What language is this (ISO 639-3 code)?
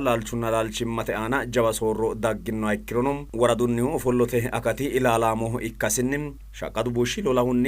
sid